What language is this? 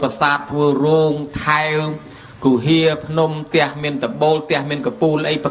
Khmer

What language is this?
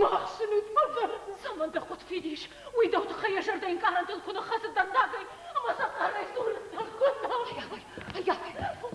Ossetic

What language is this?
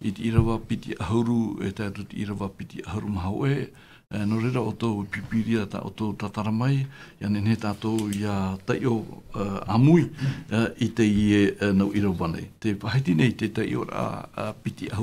Tahitian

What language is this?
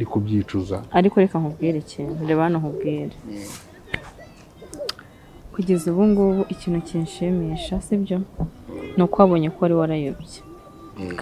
Kinyarwanda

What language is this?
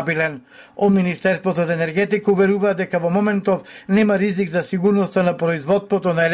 Macedonian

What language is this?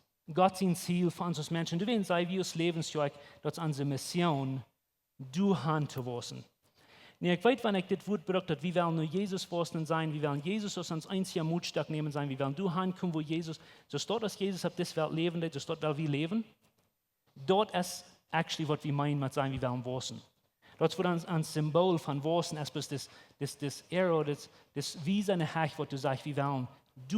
Plautdietsch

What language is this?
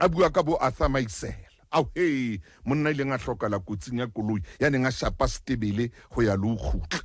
Southern Sotho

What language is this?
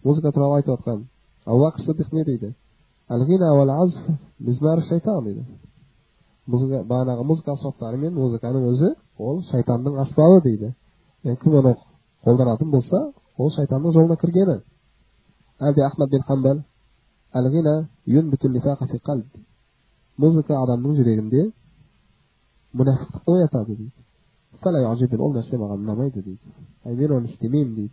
Kazakh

